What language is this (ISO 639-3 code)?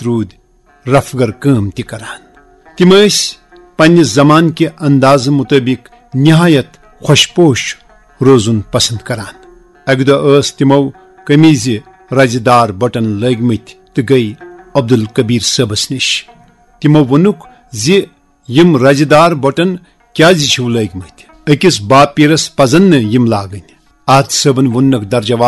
kas